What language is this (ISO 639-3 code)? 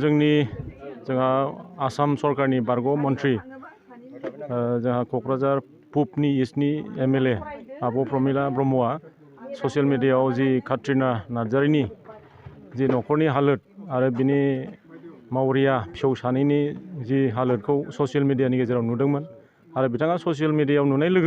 brx